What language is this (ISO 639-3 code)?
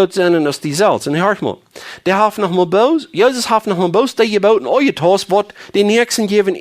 pdt